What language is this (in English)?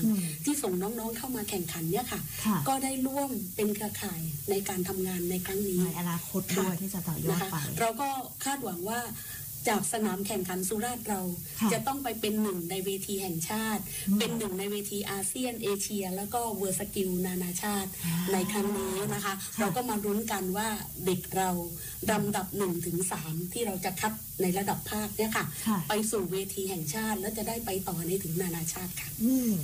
Thai